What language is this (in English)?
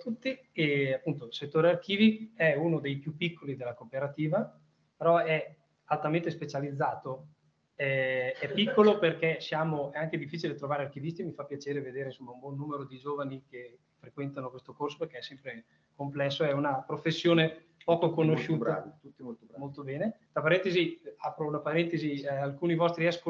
Italian